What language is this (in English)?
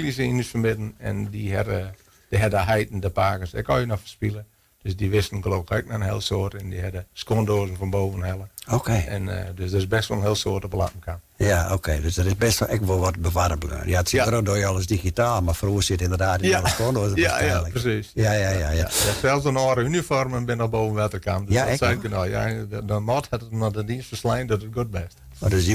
Western Frisian